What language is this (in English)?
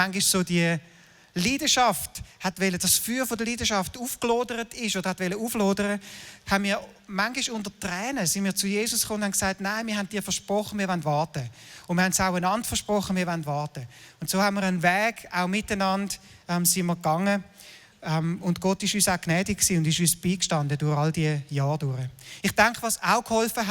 Swiss German